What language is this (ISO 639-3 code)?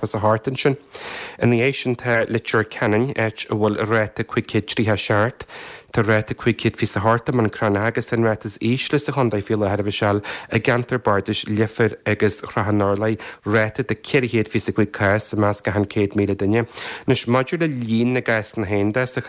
gle